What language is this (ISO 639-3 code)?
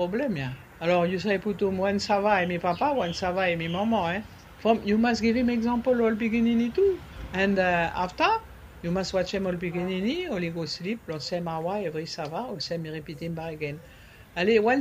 bis